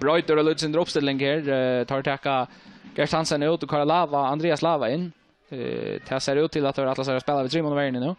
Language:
Faroese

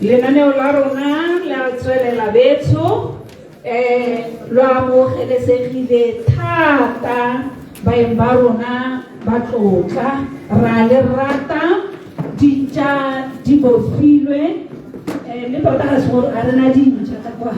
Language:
Tswana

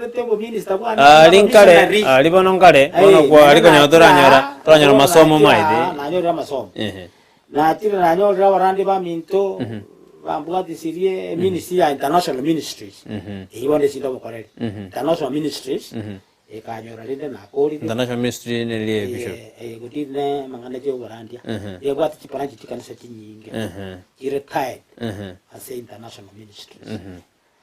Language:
Gusii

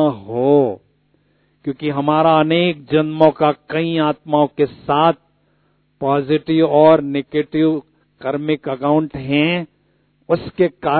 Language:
Hindi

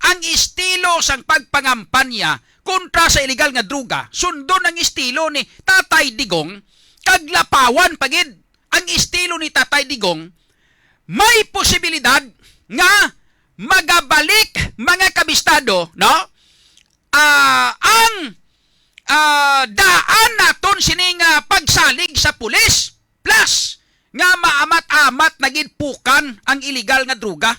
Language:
Hiligaynon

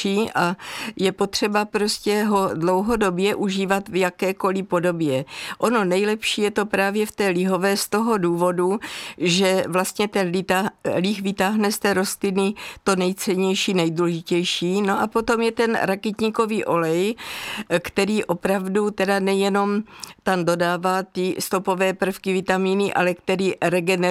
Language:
Czech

